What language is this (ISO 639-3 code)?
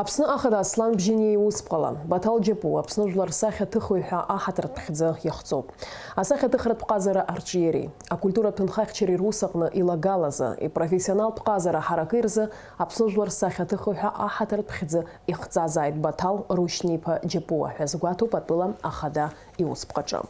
abk